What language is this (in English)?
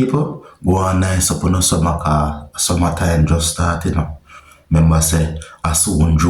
Jamaican Creole English